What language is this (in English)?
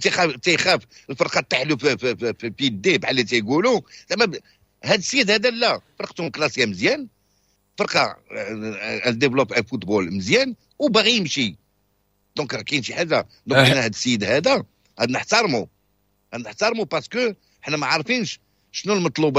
Moroccan Arabic